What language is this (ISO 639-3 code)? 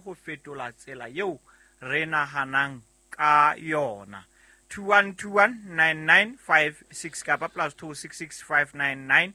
sot